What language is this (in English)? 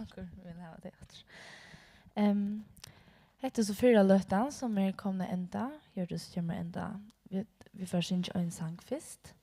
Faroese